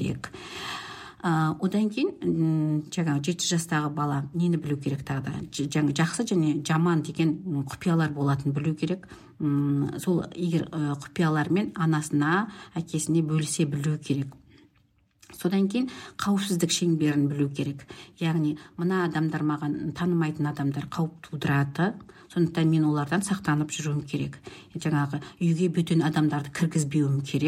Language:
Kazakh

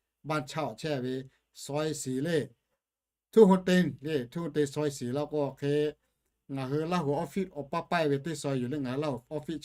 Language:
Lahu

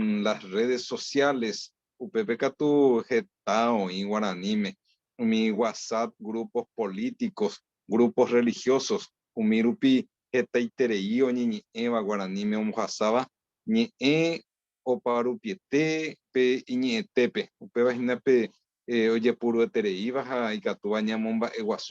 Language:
Guarani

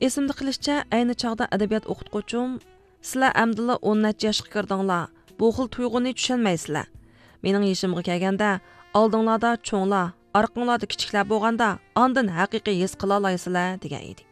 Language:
Uyghur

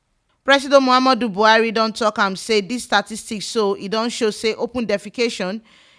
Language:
Nigerian Pidgin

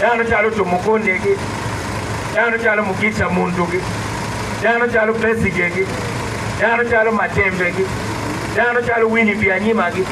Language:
Acoli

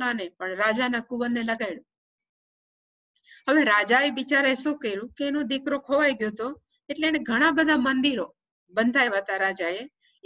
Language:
Gujarati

